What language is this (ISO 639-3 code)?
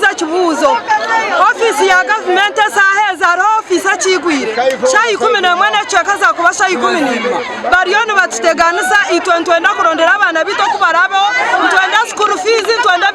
nyn